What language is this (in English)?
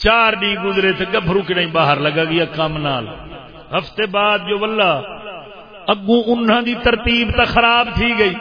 Saraiki